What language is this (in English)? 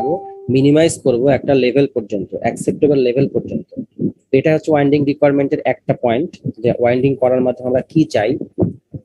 Bangla